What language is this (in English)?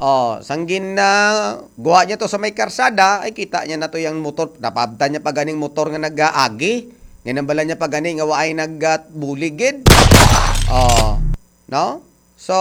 Hiligaynon